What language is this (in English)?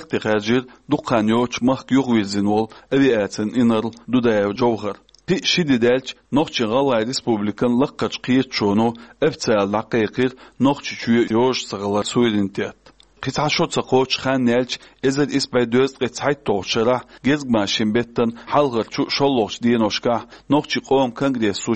Chechen